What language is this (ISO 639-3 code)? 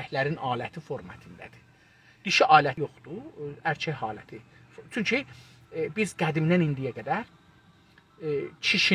azb